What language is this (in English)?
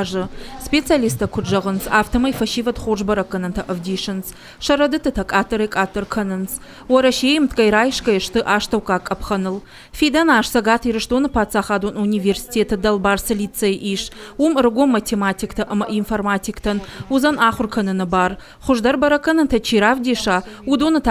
Ossetic